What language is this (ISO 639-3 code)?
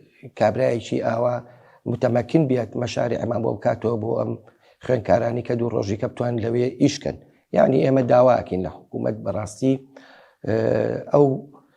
ckb